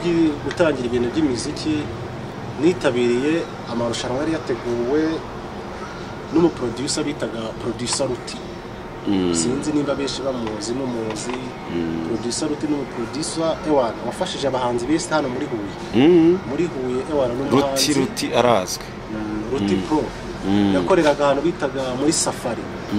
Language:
Kinyarwanda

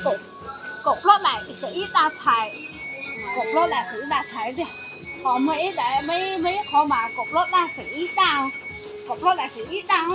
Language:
Hmong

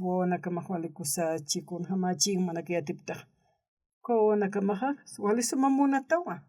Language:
Aymara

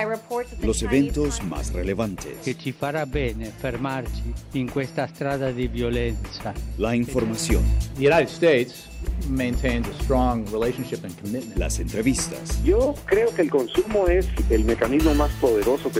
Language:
Spanish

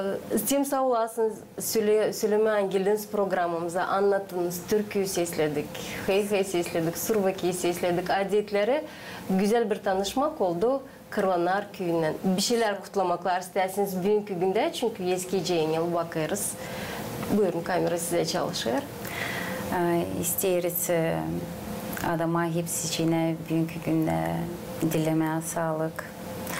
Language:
Gagauz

